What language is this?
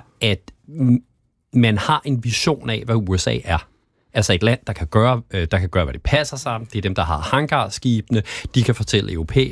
Danish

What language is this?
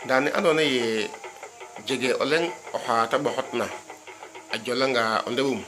Serer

